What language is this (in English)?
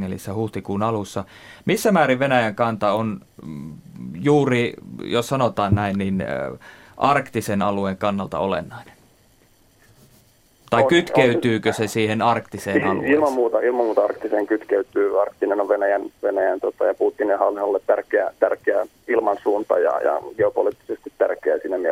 Finnish